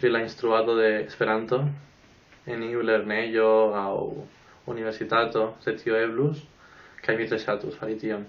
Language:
Esperanto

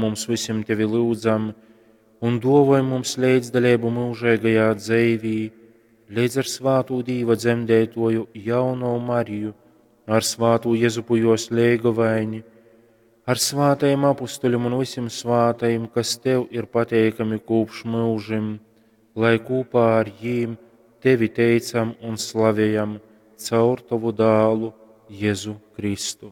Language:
Latgalian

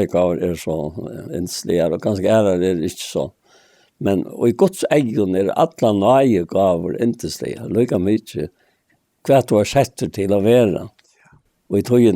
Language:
Faroese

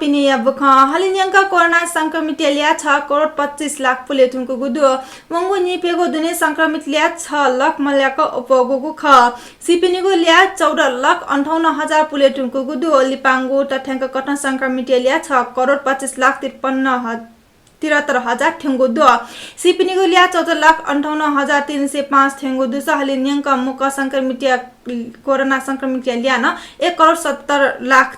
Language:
Newari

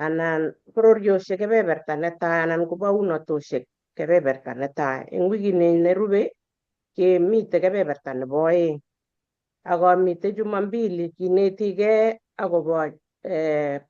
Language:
Kalenjin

